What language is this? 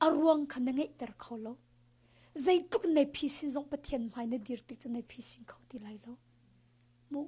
Hakha Chin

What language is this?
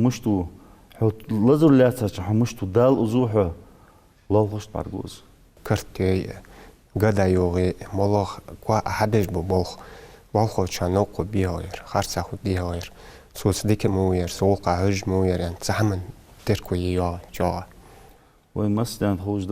Ingush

